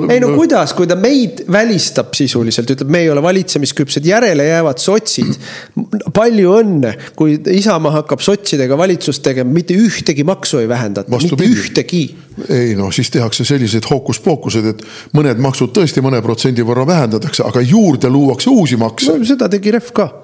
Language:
Estonian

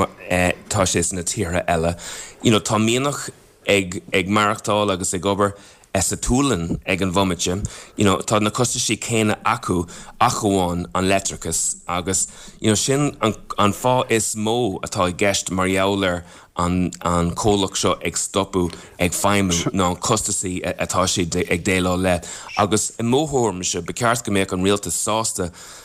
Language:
Irish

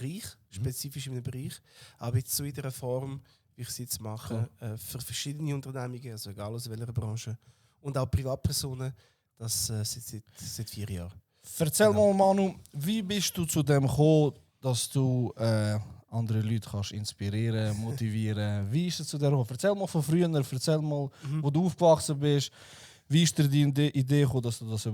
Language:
Swiss German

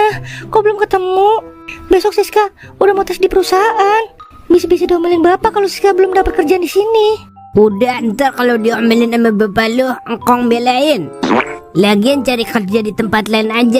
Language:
Betawi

